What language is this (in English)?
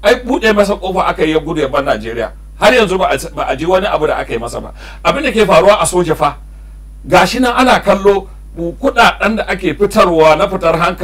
Hausa